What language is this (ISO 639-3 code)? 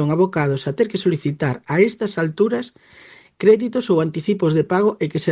glg